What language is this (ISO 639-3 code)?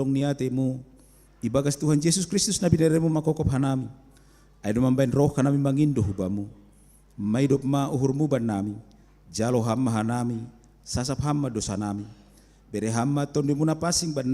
bts